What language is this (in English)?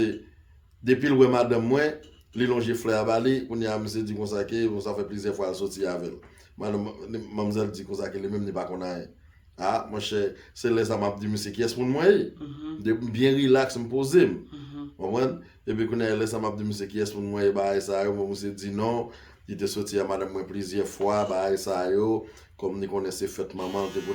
Haitian Creole